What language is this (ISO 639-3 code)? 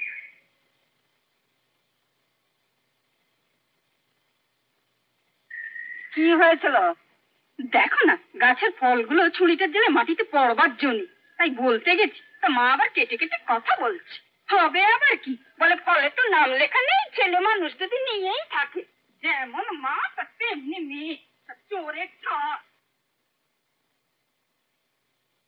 ben